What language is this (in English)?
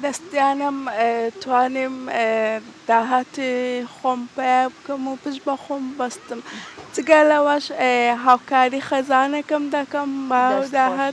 Central Kurdish